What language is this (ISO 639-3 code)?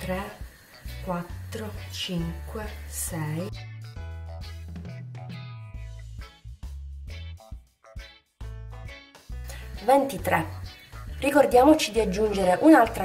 ita